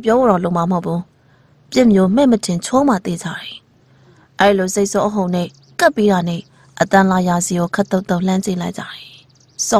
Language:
Burmese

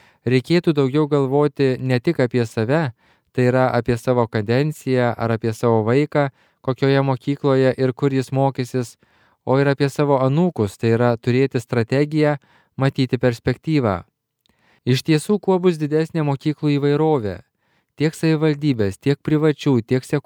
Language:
Lithuanian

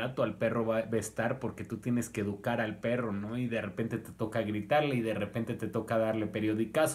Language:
Spanish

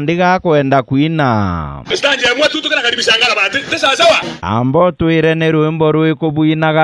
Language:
Meru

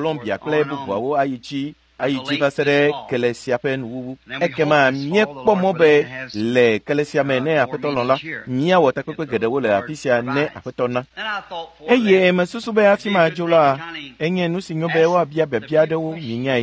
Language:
Ewe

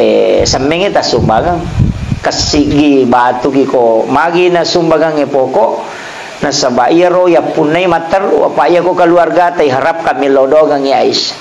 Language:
Buginese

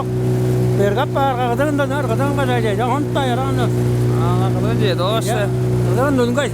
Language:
Tuvinian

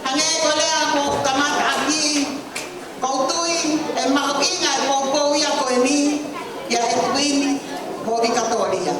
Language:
Tongan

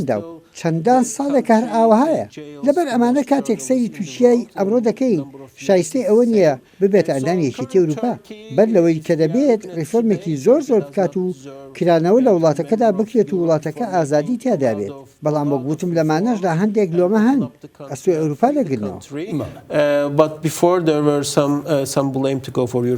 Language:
Central Kurdish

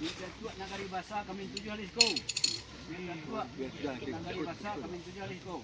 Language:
Minangkabau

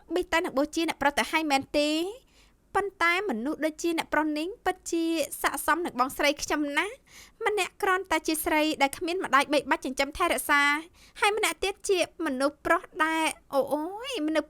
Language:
Khmer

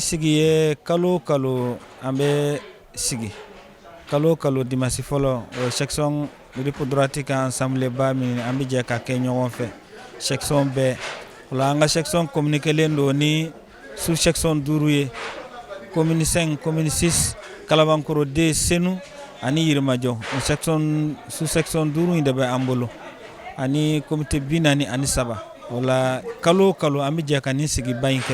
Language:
Bambara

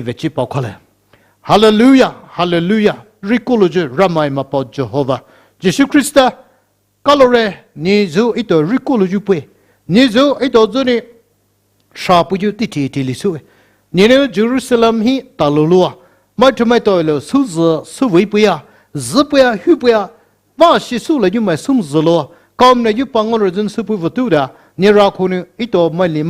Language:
Poumei Naga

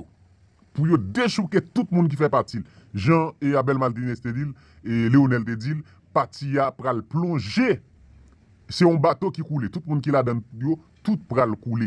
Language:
Haitian Creole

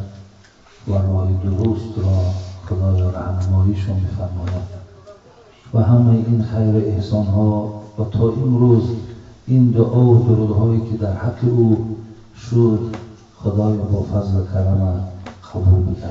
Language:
Tajik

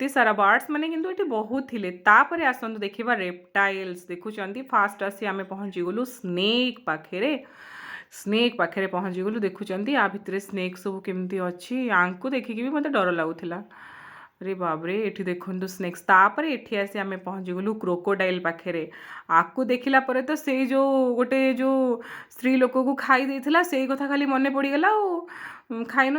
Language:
Odia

